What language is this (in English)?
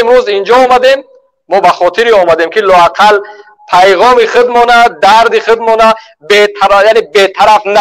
Tajik